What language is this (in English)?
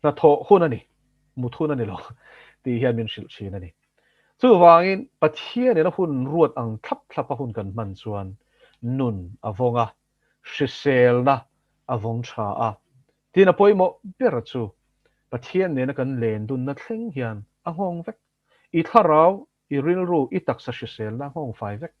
Mizo